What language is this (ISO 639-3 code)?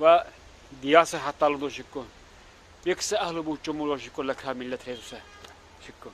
lbe